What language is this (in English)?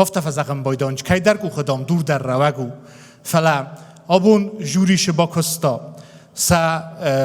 Ossetic